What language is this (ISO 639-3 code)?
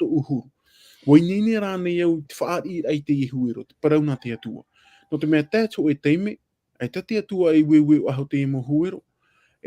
tah